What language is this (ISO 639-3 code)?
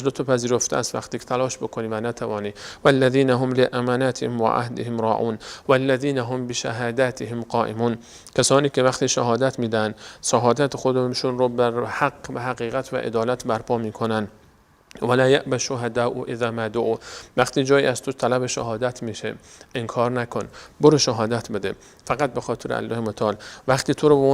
fas